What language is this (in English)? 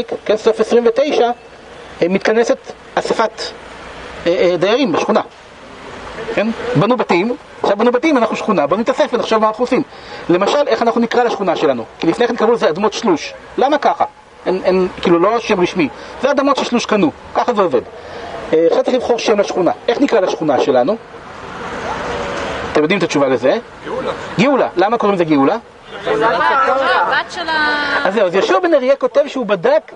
Hebrew